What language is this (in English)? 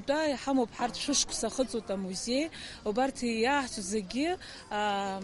Abkhazian